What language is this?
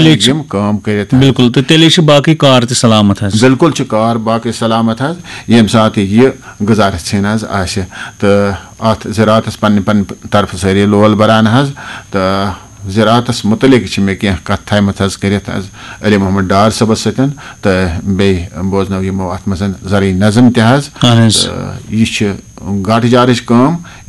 Kashmiri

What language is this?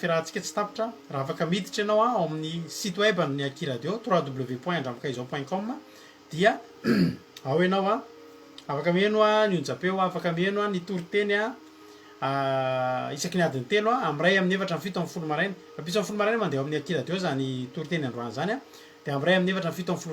Malagasy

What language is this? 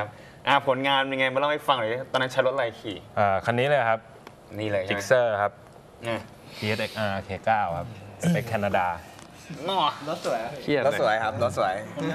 Thai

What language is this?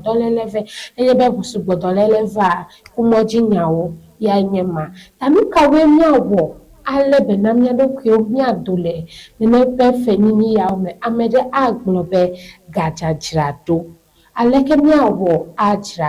Ewe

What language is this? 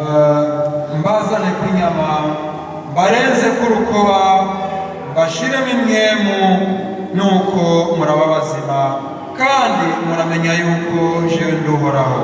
Rundi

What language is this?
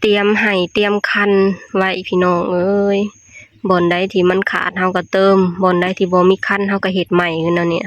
Lao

